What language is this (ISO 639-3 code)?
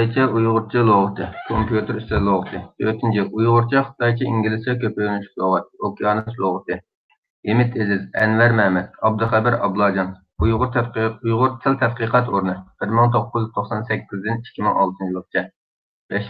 uig